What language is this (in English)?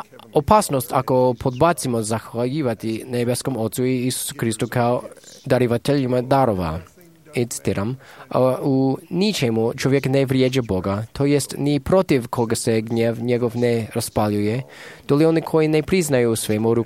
Croatian